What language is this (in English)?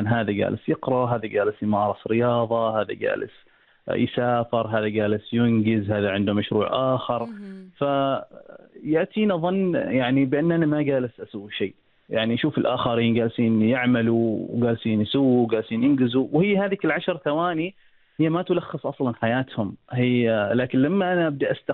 Arabic